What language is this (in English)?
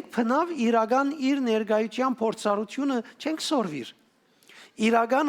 Western Armenian